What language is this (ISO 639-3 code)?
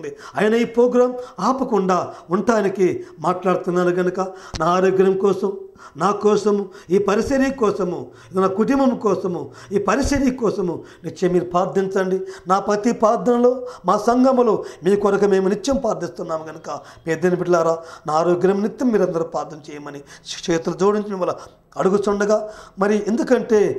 tel